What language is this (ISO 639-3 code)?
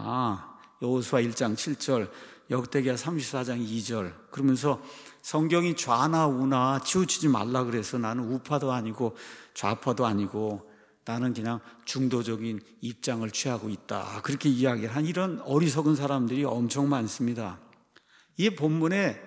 kor